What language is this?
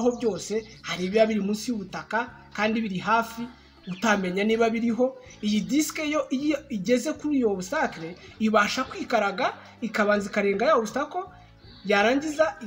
Kinyarwanda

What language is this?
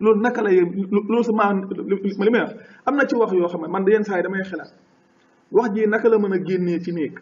Wolof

